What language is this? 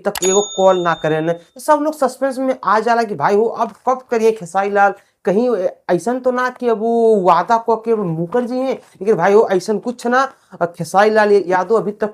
Bhojpuri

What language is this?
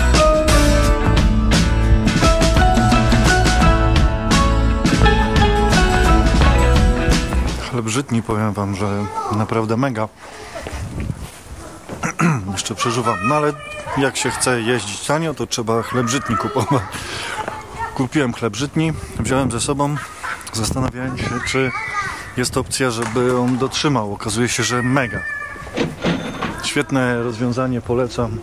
Polish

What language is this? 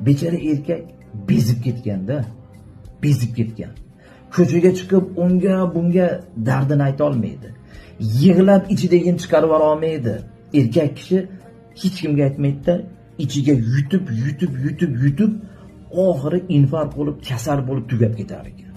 Uzbek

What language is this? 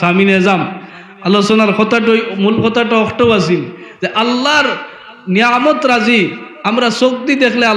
Sylheti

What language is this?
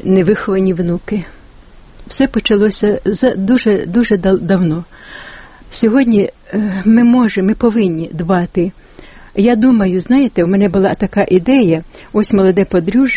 Ukrainian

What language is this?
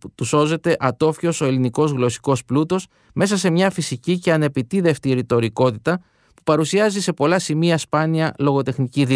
Greek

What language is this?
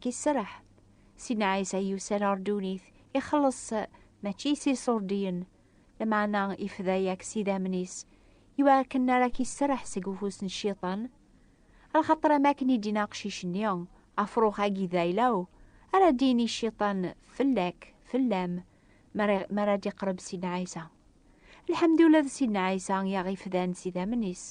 Kabyle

